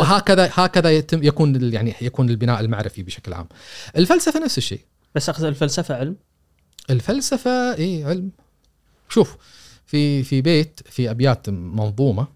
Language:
Gulf Arabic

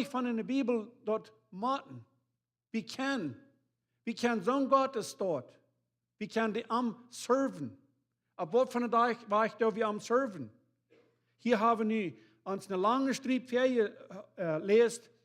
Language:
Plautdietsch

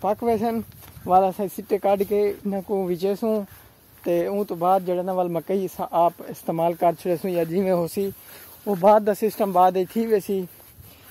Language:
Saraiki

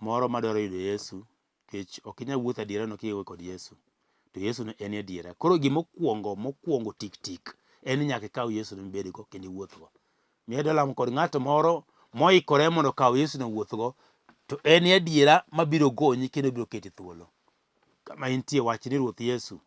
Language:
Luo (Kenya and Tanzania)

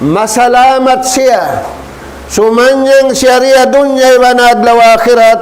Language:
Tausug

